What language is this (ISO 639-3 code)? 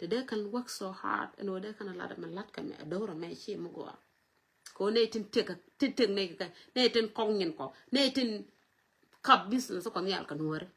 nus